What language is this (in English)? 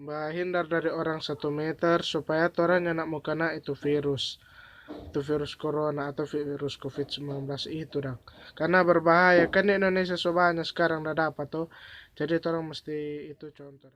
Manado Malay